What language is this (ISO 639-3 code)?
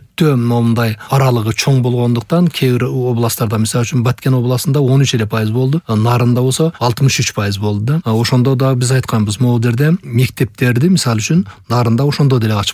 kir